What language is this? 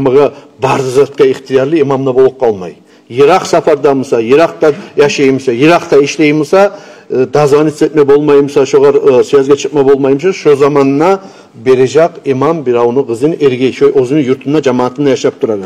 Kumyk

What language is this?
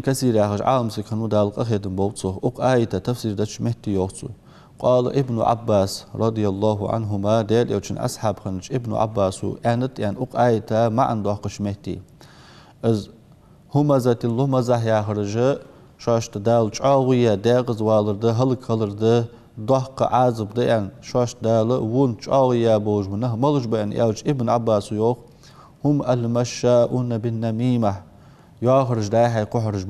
Ingush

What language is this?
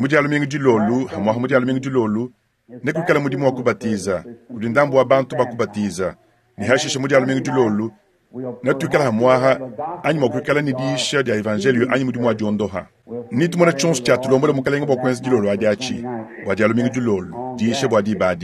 Luba-Lulua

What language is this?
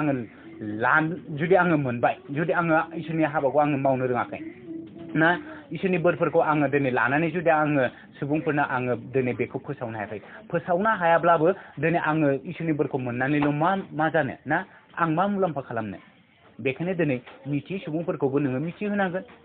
Bodo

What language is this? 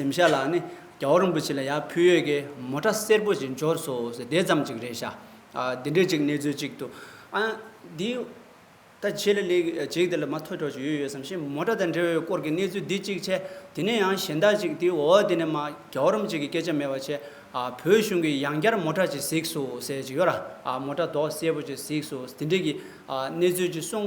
Tibetan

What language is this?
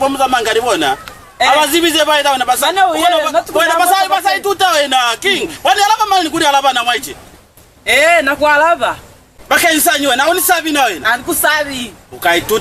Lozi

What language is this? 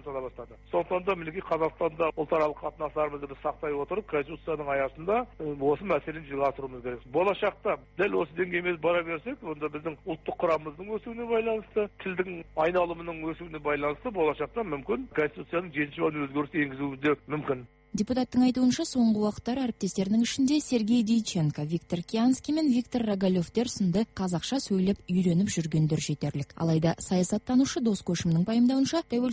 Kazakh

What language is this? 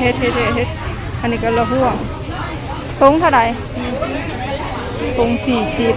Lao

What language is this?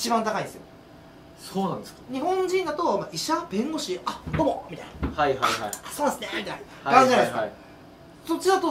Japanese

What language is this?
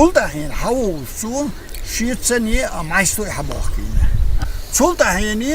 Chechen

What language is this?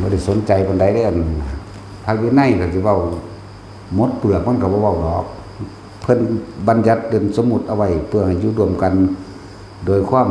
Northeastern Thai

